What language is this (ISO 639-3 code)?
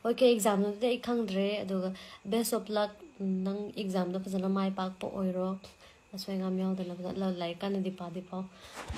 mni